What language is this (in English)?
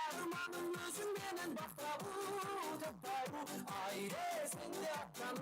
Kara-Kalpak